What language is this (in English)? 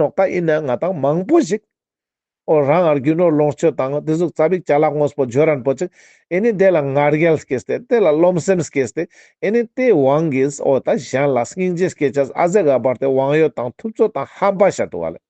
Ladakhi